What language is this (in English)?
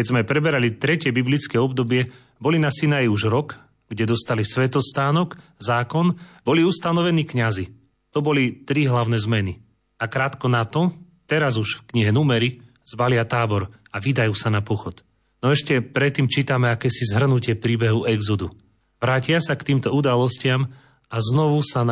Slovak